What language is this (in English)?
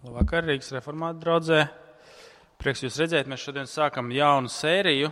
Latvian